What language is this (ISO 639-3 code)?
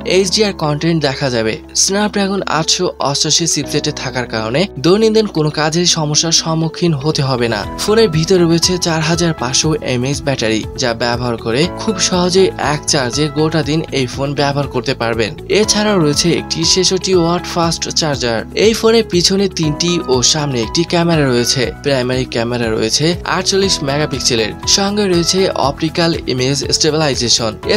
ben